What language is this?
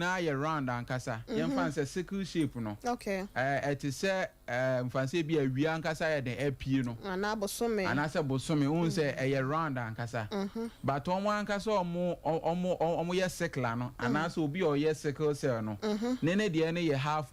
Akan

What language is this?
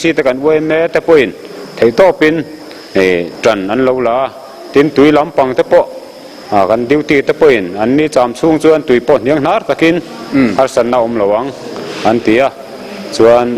Mizo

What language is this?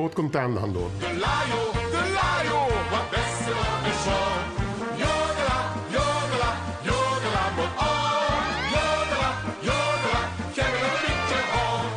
Limburgish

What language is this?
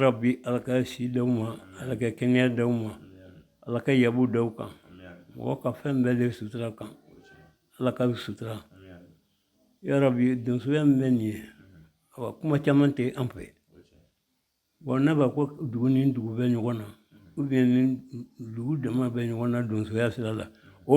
Bambara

